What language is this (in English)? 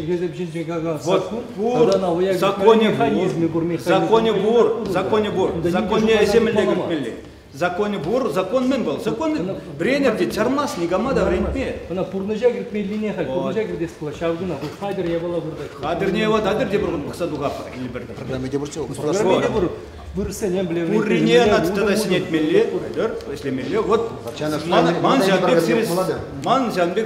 Chuvash